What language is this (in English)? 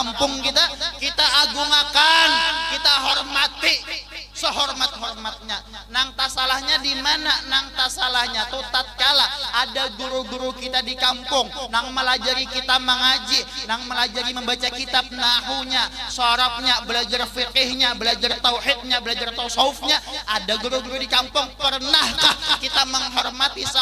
Banjar